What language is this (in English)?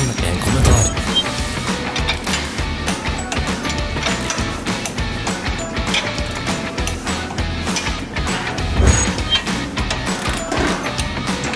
Norwegian